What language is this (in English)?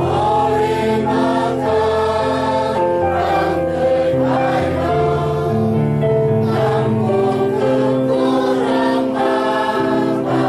Central Mnong